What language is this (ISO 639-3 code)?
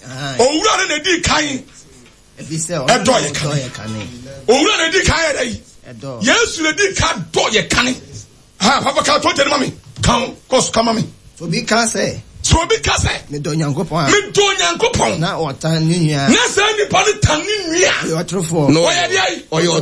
aka